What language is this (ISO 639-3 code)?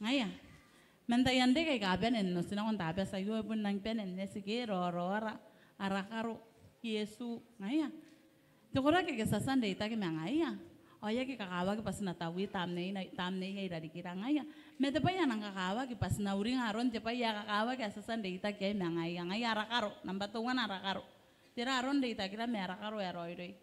gil